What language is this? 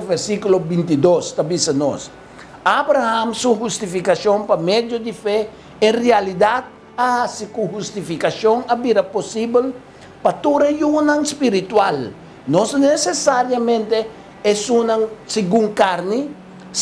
Papiamento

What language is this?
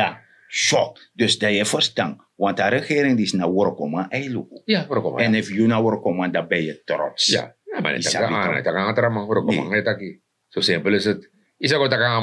Sranan Tongo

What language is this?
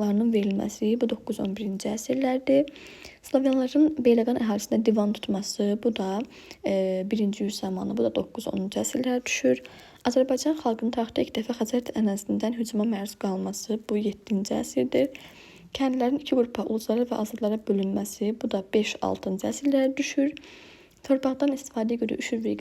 Azerbaijani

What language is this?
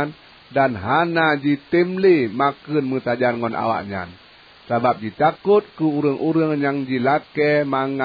Achinese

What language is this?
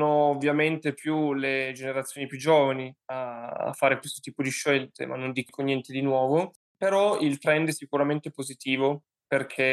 Italian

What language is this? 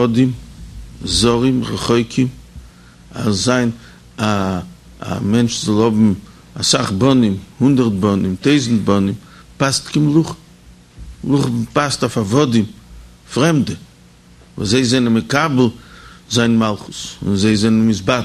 Yiddish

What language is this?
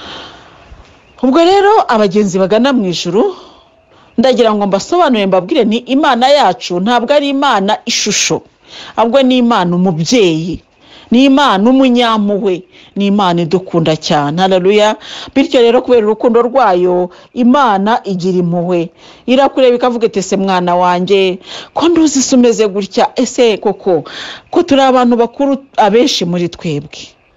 Kinyarwanda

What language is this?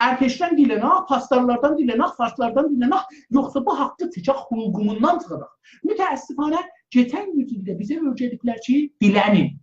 South Azerbaijani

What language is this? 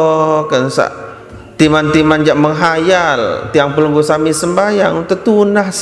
Sasak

